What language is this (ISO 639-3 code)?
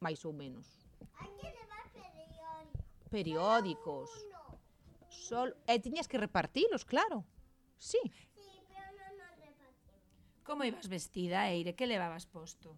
glg